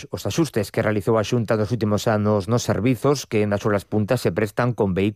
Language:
Galician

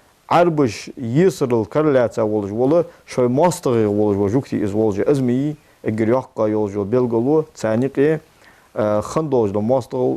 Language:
Ingush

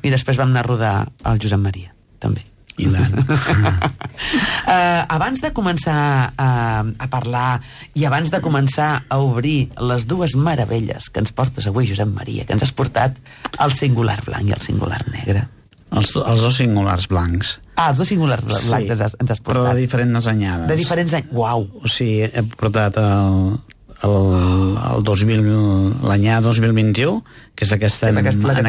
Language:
Catalan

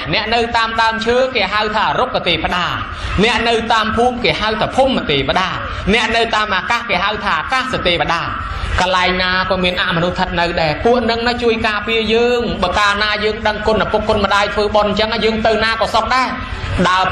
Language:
Khmer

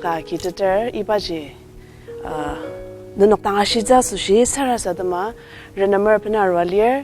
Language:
Ao Naga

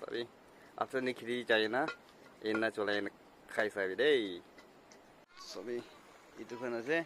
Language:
Naga Pidgin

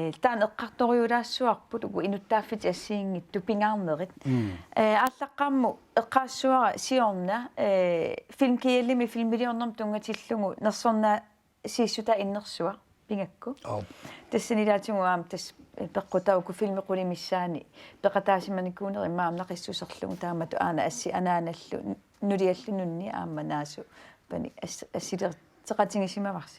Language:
Kalaallisut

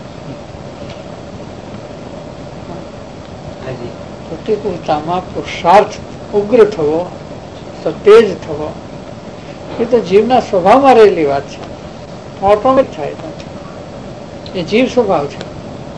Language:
Gujarati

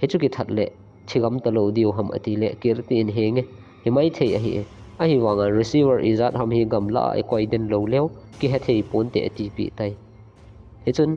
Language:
Thado Chin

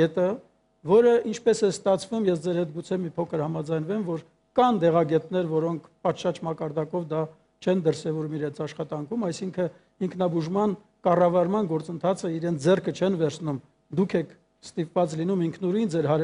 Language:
Armenian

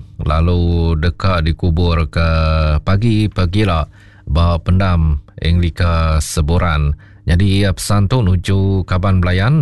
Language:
Iban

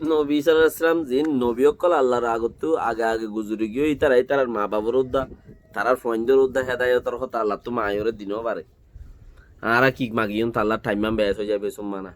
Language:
Rohingya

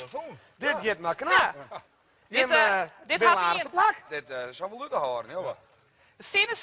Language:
Western Frisian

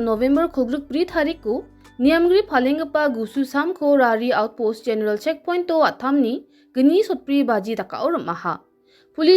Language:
Garo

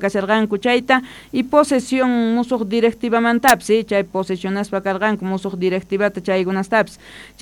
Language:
South Bolivian Quechua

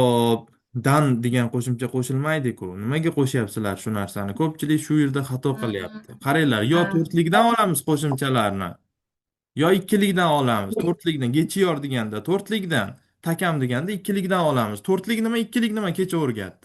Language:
Uzbek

